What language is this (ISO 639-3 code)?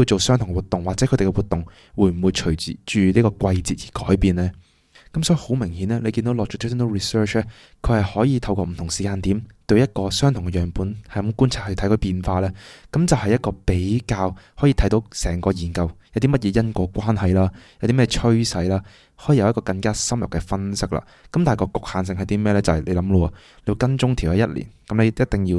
yue